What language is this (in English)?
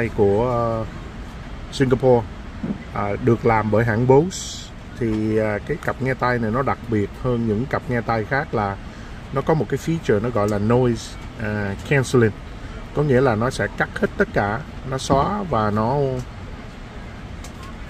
Vietnamese